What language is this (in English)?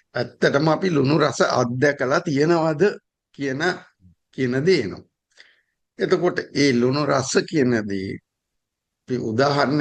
Sinhala